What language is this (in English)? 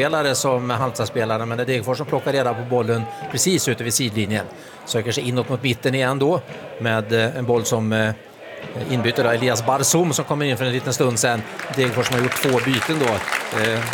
Swedish